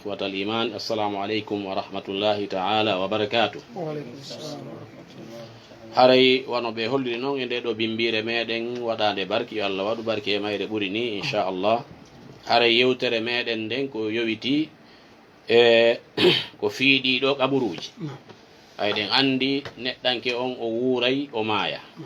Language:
Fula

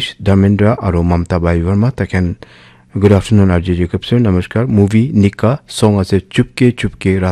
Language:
Naga Pidgin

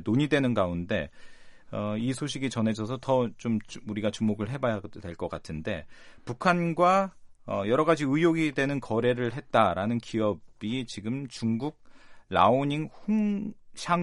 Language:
Korean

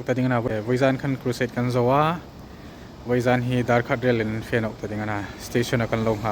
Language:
Hmar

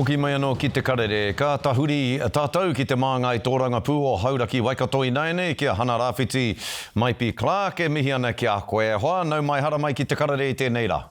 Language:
Māori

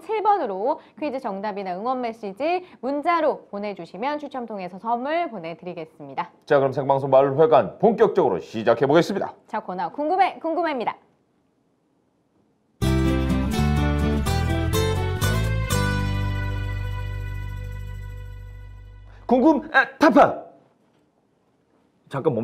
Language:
Korean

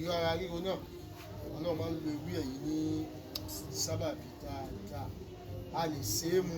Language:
Yoruba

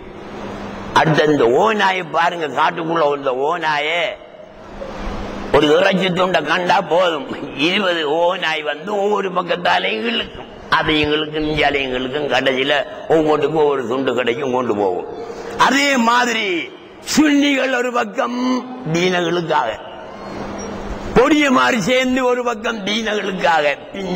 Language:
Tamil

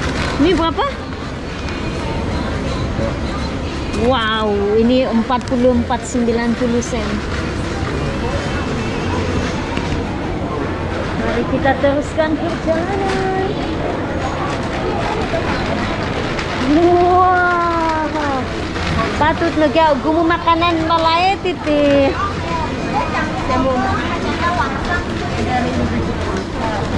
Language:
Malay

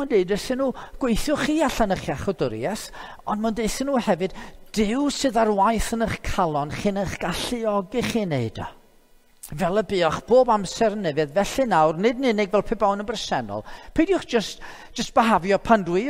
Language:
Welsh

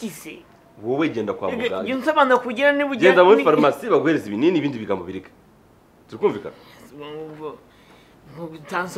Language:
Kinyarwanda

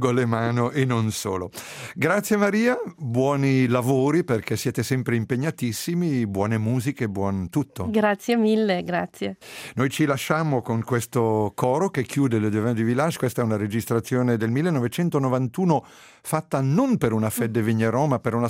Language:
Italian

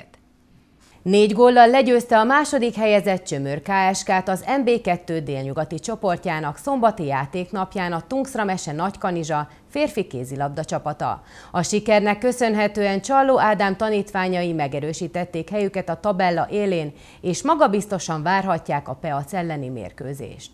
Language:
Hungarian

